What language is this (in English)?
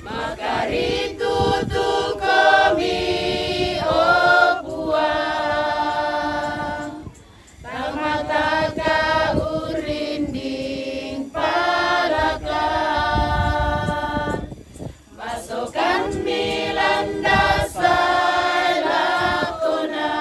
Toraja-Sa'dan